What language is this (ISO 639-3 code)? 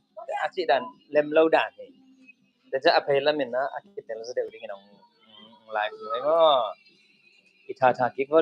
ctd